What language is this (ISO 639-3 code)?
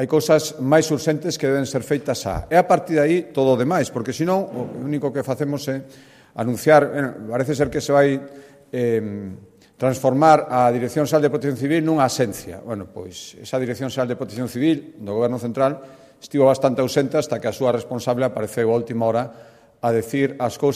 glg